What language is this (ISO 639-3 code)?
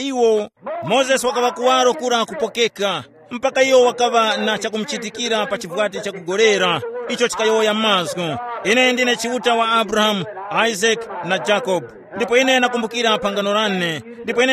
tum